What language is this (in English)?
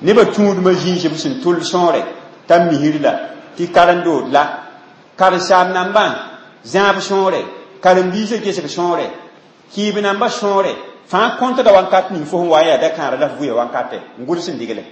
Mossi